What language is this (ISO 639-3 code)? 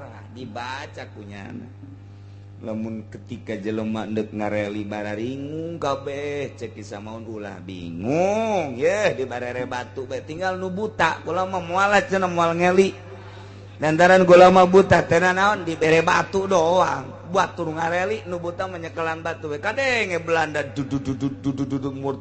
sun